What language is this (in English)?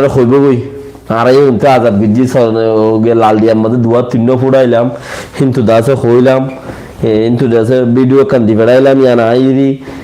Rohingya